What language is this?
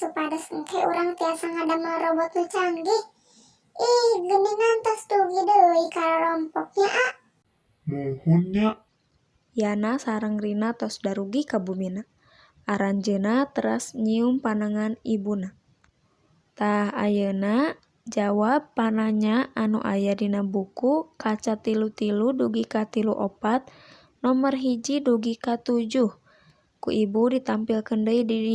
Sundanese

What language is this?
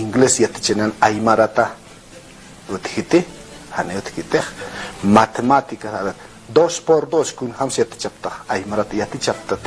Aymara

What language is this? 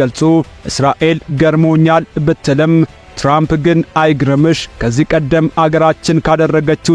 Amharic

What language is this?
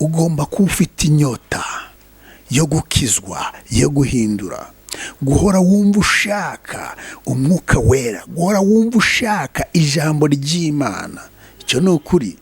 Kinyarwanda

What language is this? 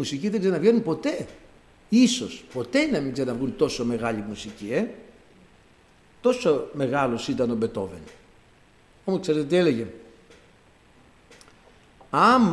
Greek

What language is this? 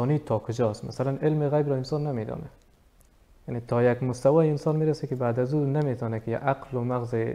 Persian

